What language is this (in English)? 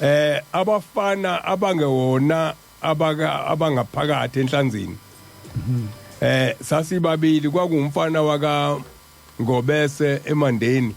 Zulu